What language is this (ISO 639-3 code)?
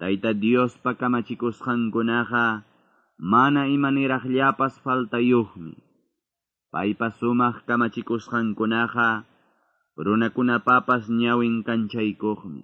que